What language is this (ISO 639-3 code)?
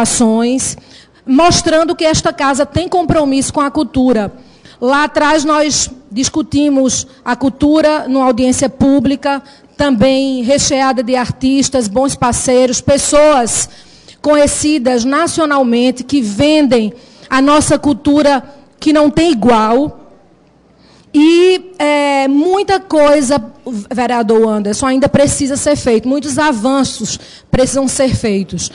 por